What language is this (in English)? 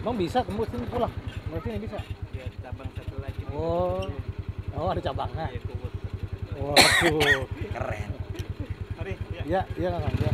Betawi